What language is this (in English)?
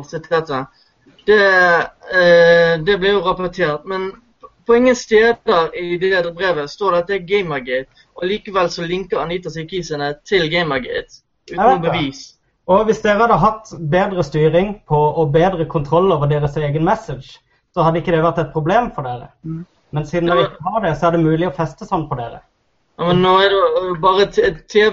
Norwegian